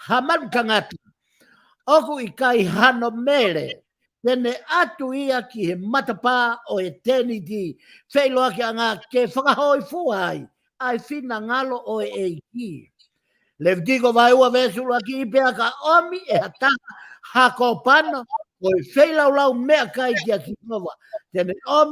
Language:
Tongan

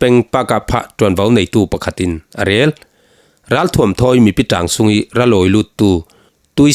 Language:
Falam Chin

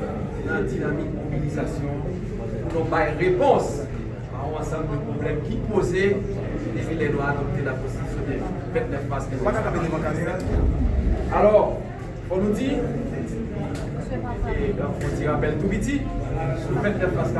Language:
Haitian Creole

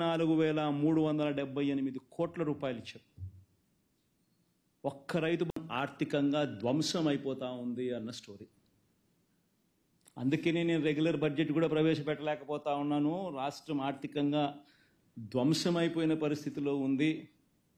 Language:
Telugu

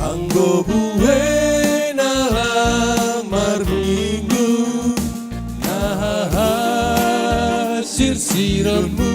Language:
Batak Simalungun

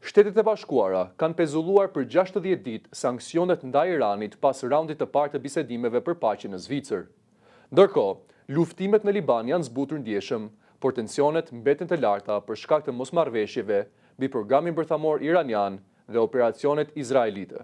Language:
Albanian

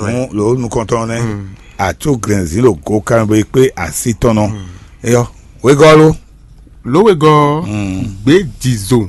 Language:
Fon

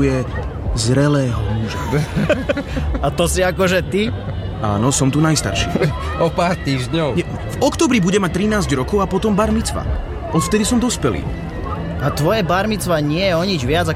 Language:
Slovak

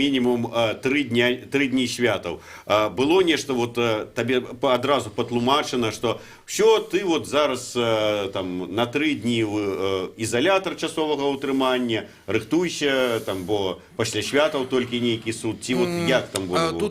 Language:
Belarusian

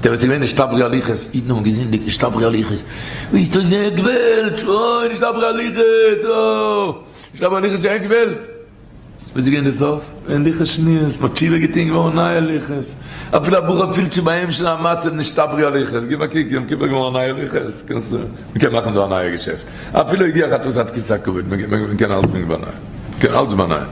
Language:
Yiddish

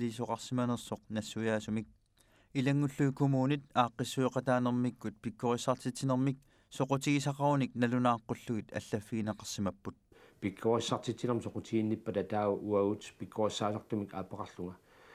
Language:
Kalaallisut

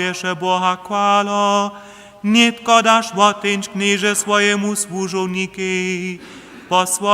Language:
Upper Sorbian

